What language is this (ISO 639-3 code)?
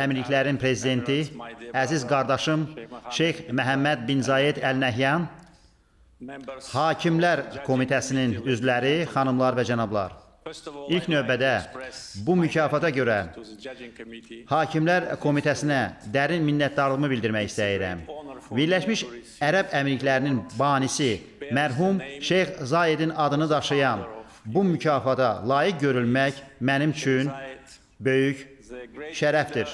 aze